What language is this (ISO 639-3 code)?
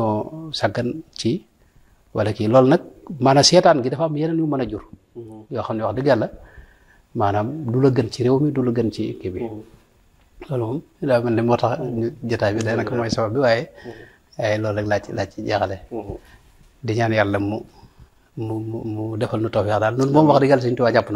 wol